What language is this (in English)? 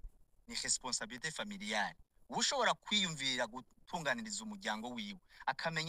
Rundi